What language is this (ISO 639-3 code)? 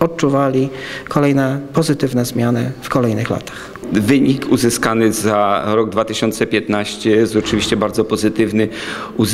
pol